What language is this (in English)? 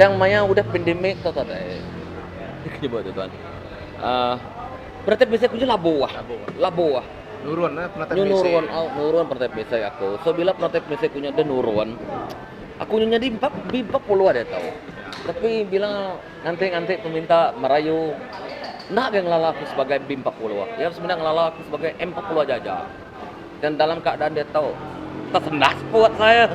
Iban